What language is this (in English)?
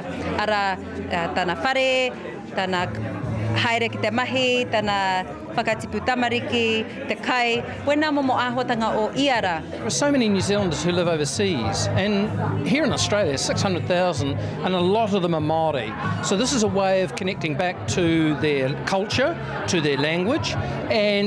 Māori